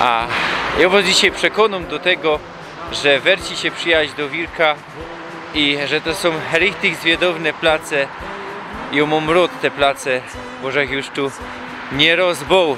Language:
Silesian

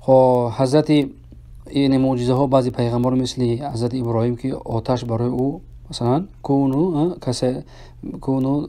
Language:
Tajik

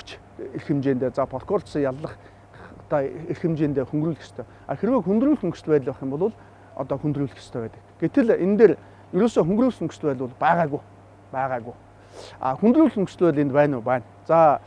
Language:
Mongolian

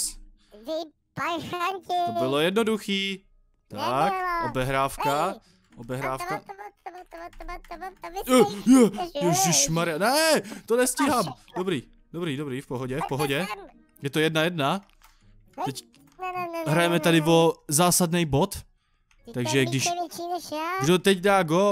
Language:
Czech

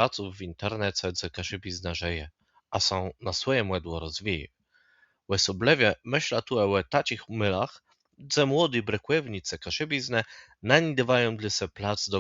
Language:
Kashubian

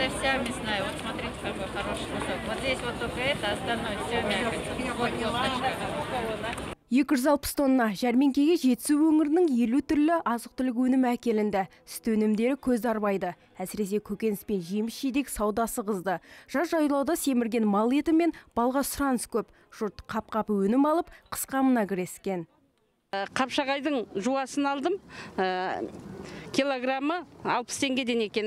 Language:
Kazakh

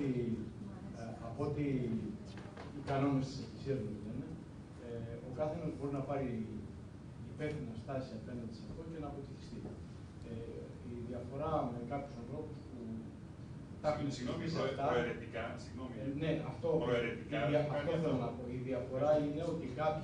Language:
Greek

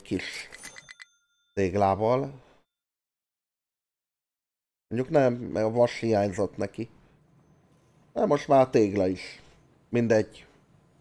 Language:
Hungarian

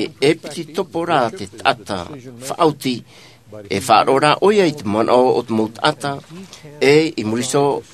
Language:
Tahitian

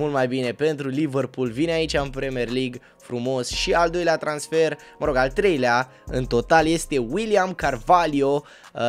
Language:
Romanian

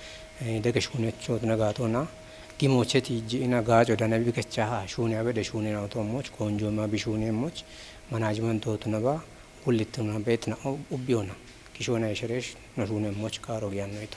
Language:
Kafa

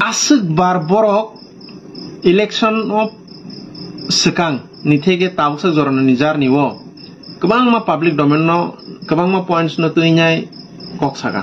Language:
Kok Borok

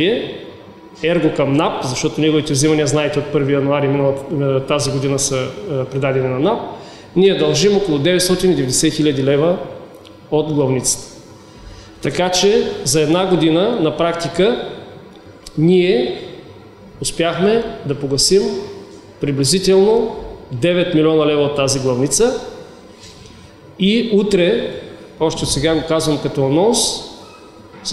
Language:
Bulgarian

